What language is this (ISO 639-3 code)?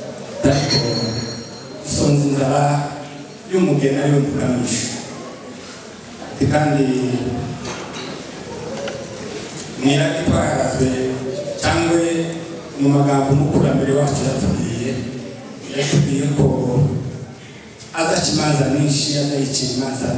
kin